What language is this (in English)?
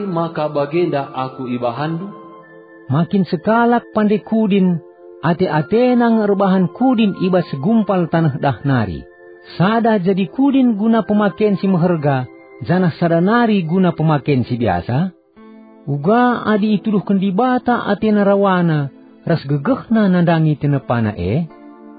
Batak Karo